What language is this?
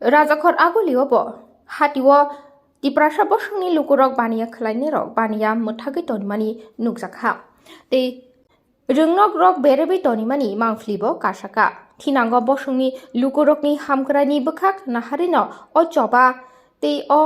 Kok Borok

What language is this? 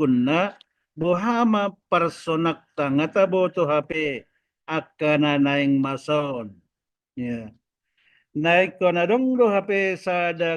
Batak Toba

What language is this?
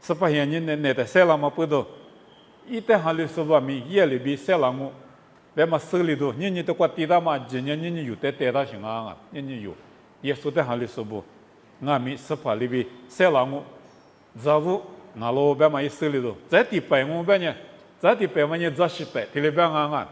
Lisu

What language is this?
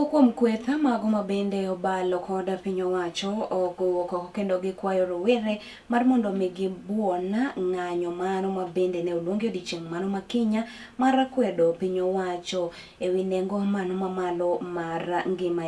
Luo (Kenya and Tanzania)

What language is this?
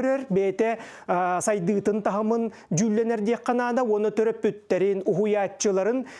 Yakut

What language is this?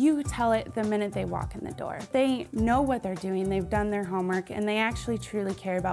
English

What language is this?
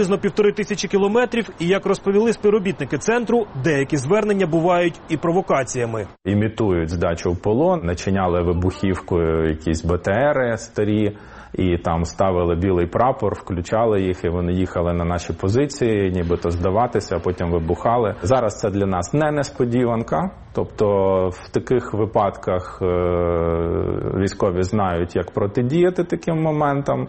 Ukrainian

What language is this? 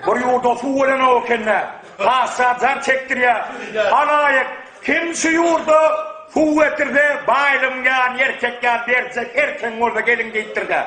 Turkmen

